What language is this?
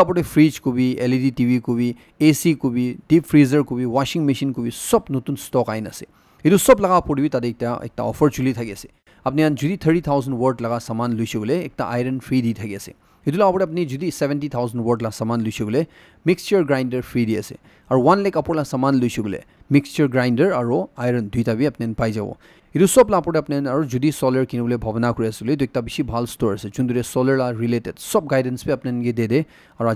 Naga Pidgin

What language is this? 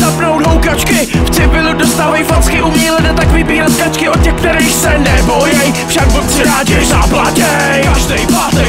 Czech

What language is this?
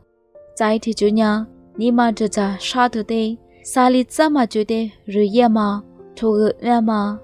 Lisu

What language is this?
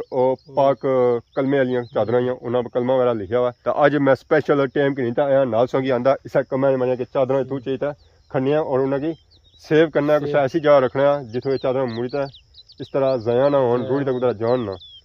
Pahari-Potwari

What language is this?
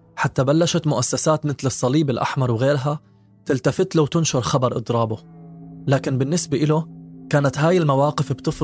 North Levantine Arabic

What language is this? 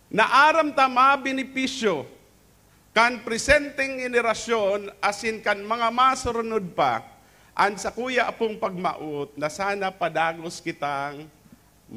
Bikol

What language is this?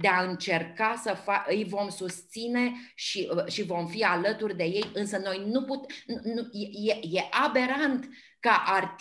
Romanian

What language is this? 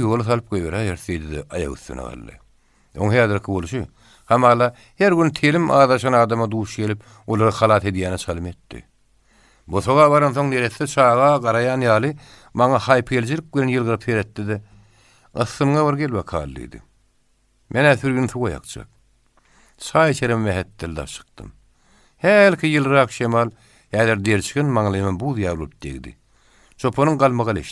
Turkmen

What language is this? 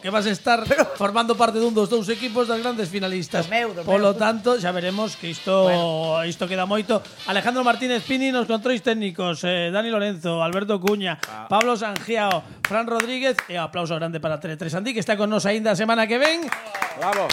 Galician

